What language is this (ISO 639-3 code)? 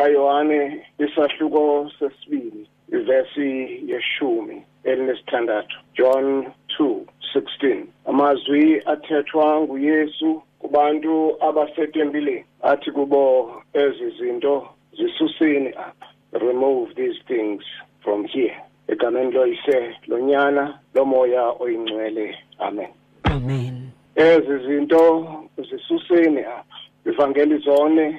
xho